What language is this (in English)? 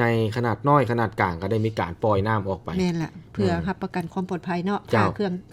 Lao